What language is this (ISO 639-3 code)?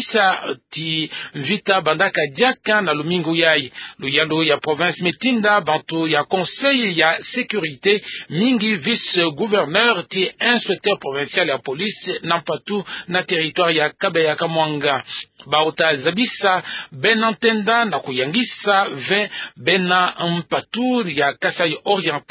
ktu